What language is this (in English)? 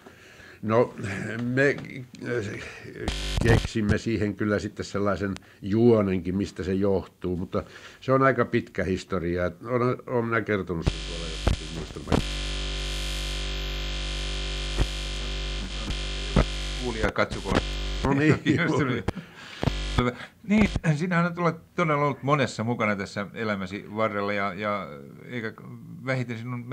Finnish